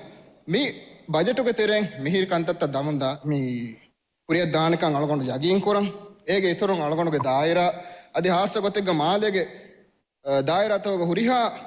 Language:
Divehi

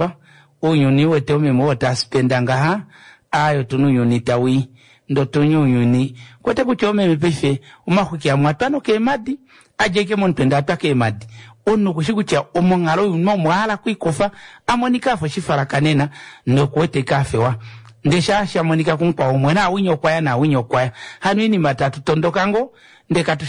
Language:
Kuanyama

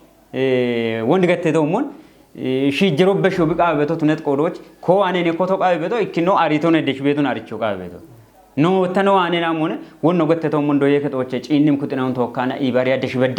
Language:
Kafa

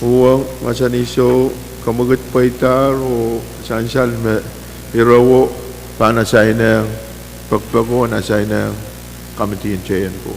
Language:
Pohnpeian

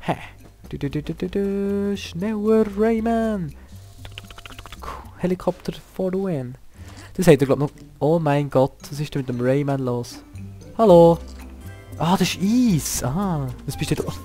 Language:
Swiss German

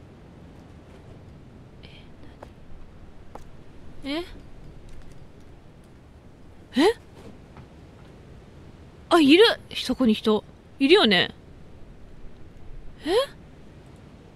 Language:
Japanese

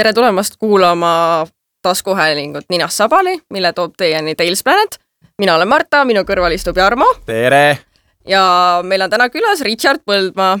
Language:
Estonian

